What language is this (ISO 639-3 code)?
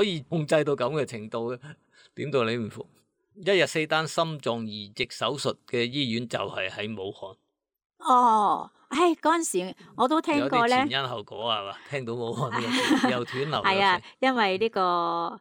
yue